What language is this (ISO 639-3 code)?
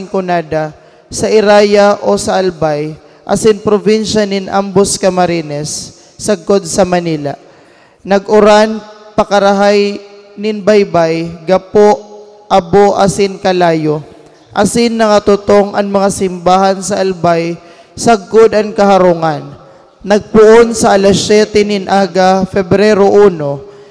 bik